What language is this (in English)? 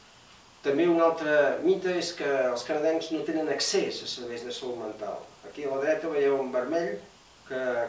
Catalan